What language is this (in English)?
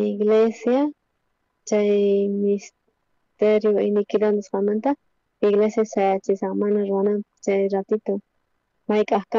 South Bolivian Quechua